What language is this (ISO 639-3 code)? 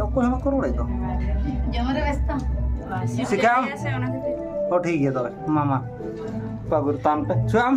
sat